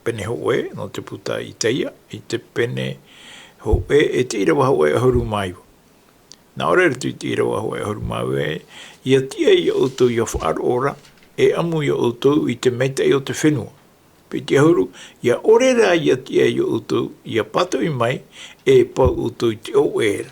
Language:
Tahitian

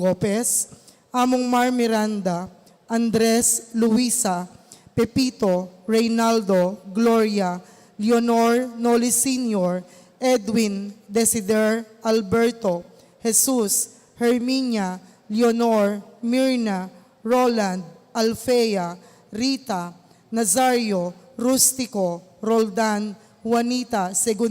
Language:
Pampanga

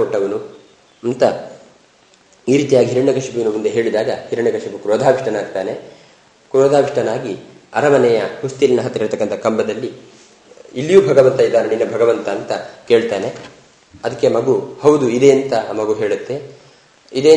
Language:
Kannada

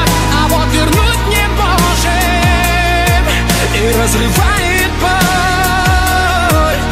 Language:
Russian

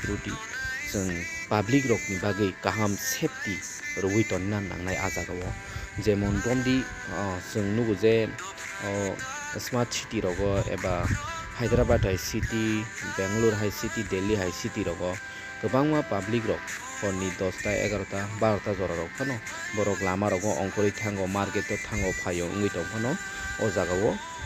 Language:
Kok Borok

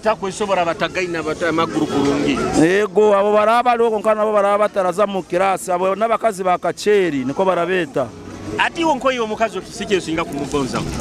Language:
Nyoro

